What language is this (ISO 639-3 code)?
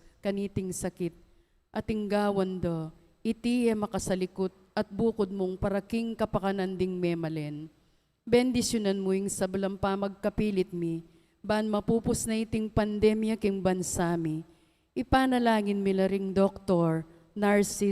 pam